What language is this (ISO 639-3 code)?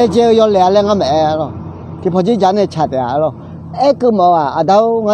ahk